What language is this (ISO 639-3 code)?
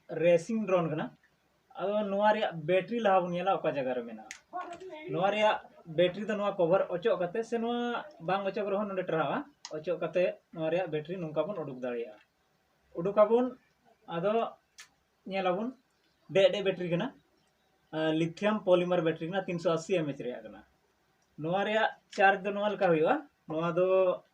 sat